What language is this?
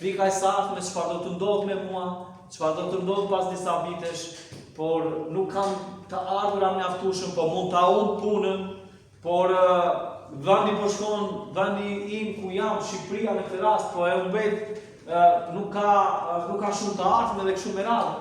Albanian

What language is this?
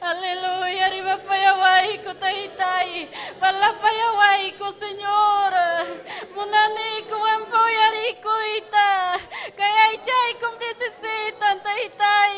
Ayacucho Quechua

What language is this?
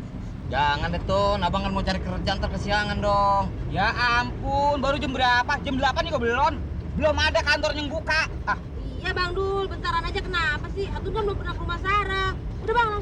Betawi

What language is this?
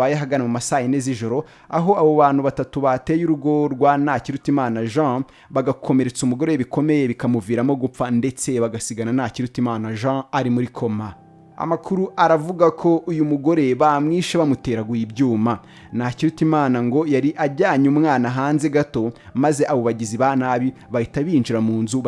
Kinyarwanda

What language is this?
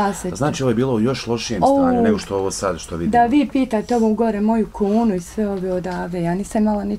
Bosnian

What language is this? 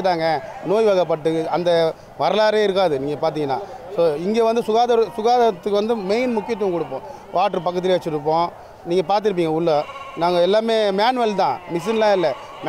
Tamil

